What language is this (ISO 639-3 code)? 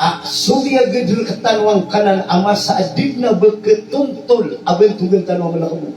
mrw